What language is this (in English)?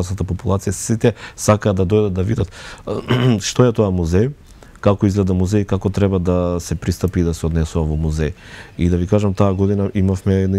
Macedonian